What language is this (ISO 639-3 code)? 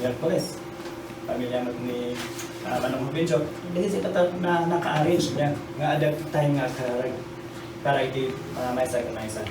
ilo